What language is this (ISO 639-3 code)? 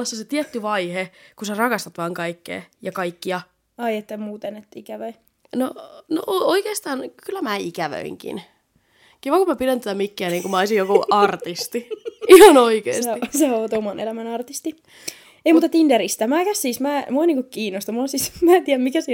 fin